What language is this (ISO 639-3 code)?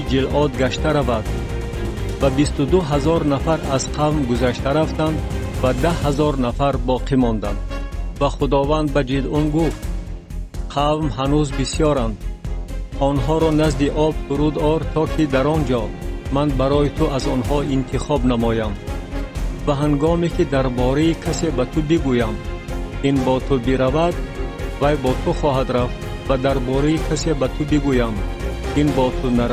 tgk